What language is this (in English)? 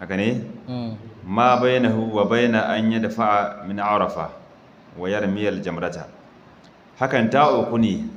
Hausa